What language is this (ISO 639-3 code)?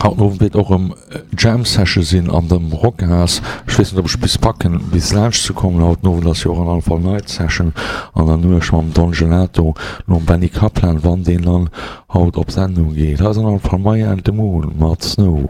ltz